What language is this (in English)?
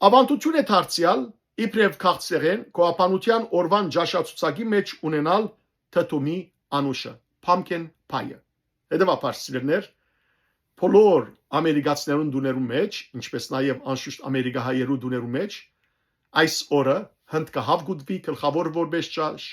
Western Armenian